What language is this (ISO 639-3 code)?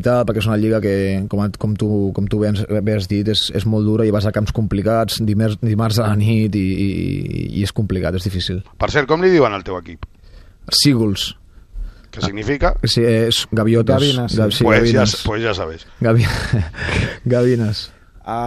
cat